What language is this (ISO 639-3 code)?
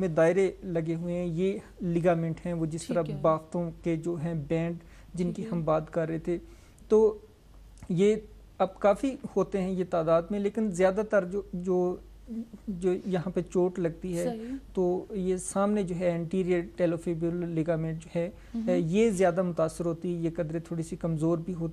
urd